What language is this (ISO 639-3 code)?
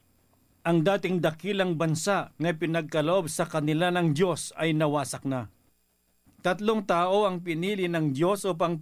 fil